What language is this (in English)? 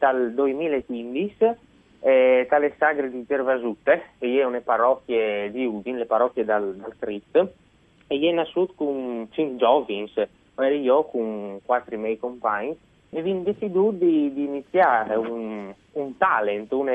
Friulian